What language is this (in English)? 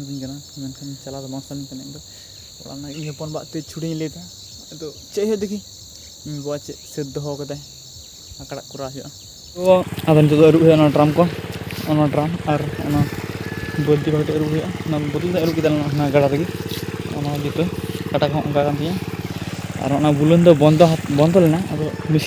Santali